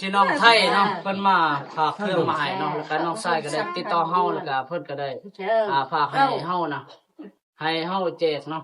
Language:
Lao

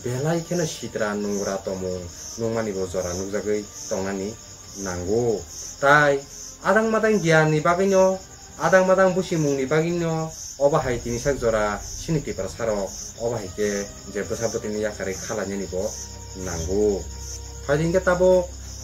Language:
Kok Borok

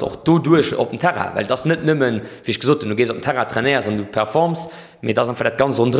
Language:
Luxembourgish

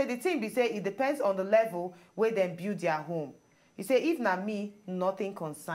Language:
Nigerian Pidgin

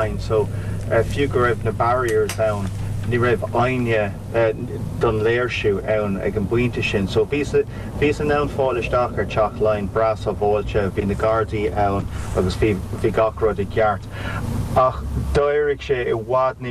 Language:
Irish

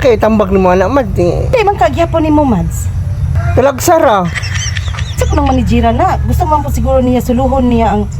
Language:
Cebuano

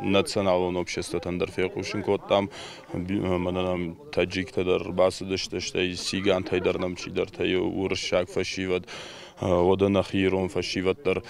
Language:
Ossetic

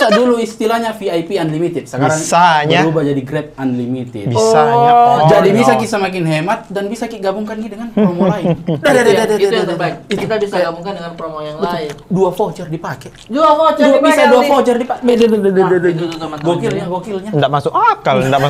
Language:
Makassar Malay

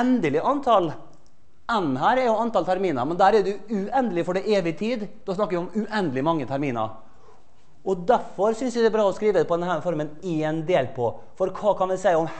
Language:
Norwegian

